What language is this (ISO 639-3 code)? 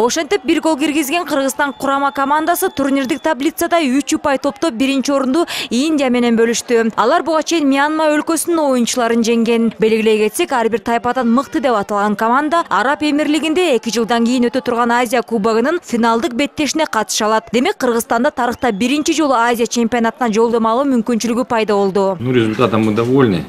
kir